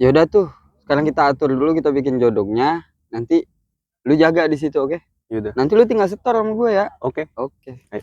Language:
Betawi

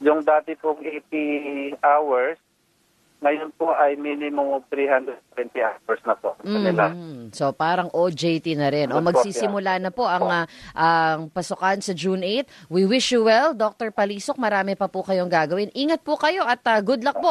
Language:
Filipino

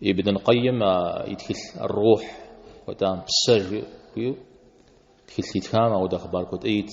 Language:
Kabardian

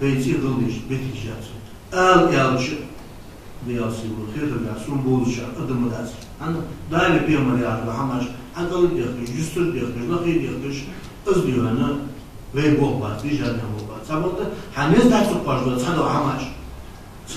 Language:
Ingush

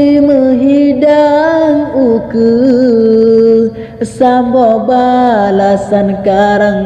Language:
Achinese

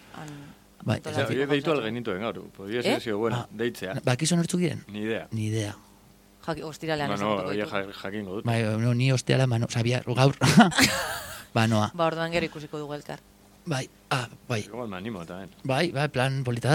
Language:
Basque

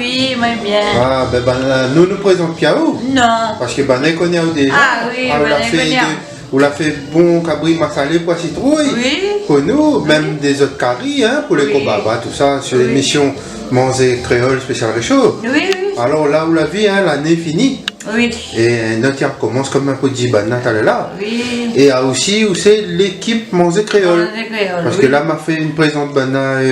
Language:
Réunion Creole French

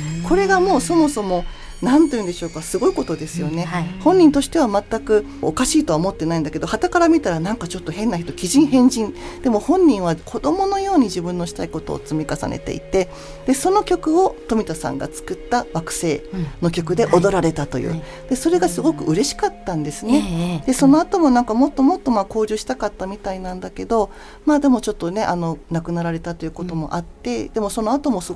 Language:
Japanese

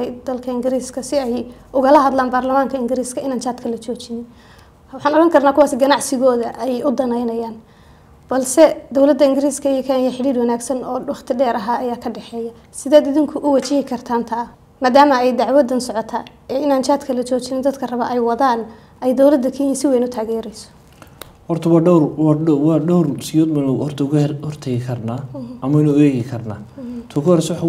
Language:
Somali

